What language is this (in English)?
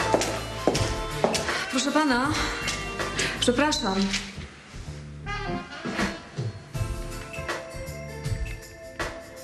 Polish